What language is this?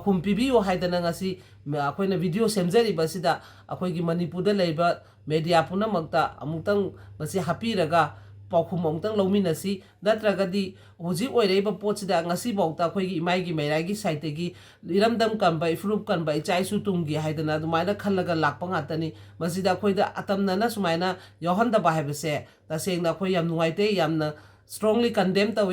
Manipuri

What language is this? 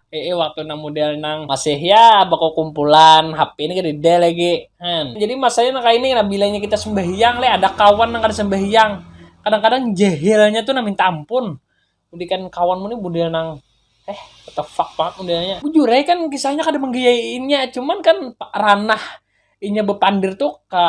Banjar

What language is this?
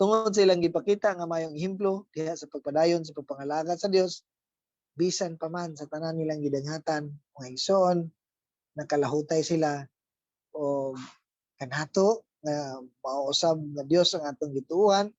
Cebuano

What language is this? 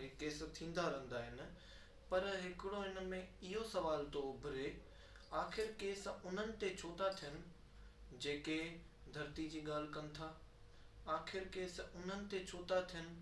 Sindhi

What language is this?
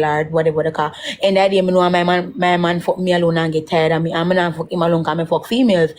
Jamaican Creole English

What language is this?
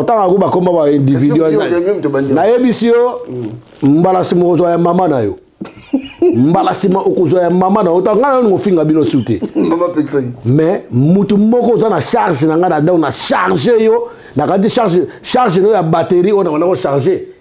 Lingala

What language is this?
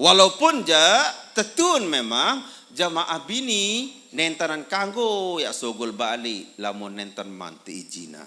Sasak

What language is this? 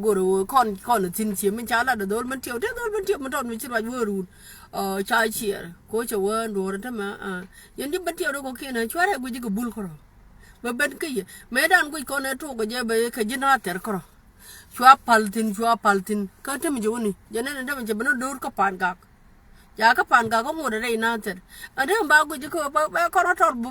Nuer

